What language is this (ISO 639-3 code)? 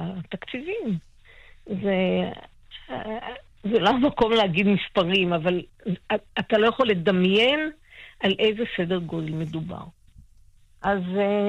heb